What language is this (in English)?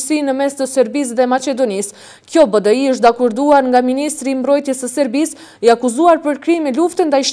Albanian